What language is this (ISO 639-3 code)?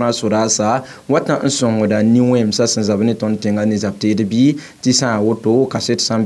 mos